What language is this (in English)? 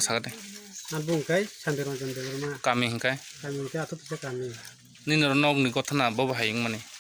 Kok Borok